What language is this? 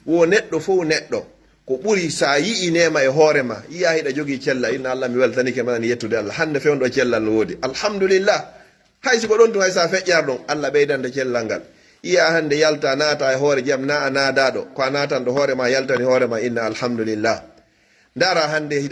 Pular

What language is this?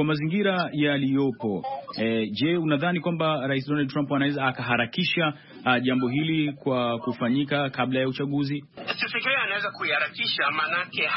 Swahili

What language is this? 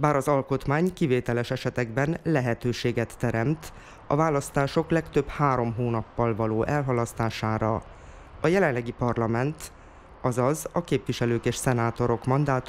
Hungarian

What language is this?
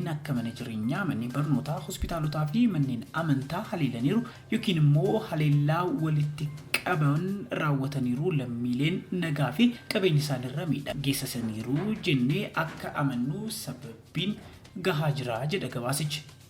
Oromo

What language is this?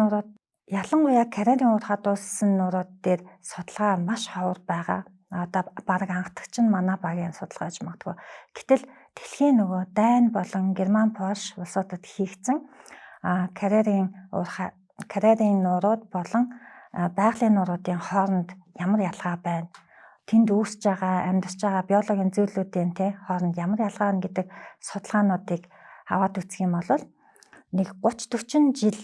Mongolian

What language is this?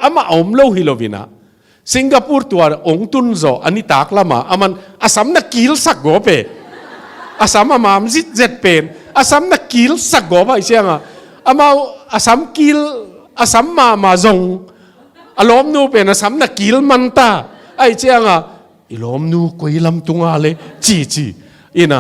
Tedim Chin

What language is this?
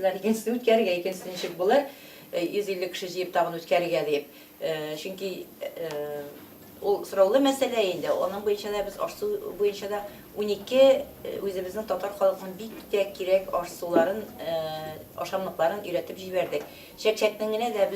Tatar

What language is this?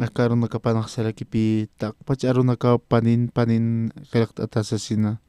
Aymara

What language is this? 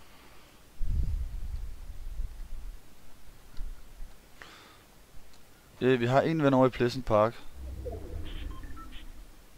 Danish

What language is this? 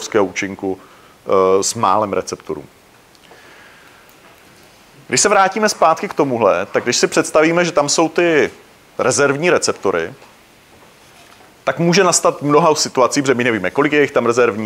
Czech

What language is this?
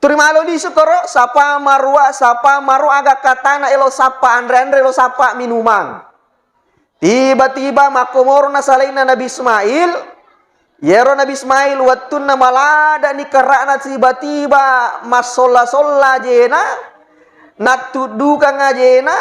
Buginese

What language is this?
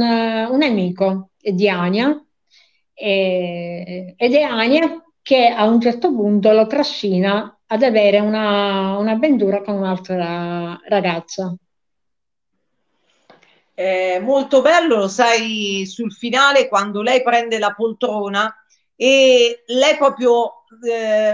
Italian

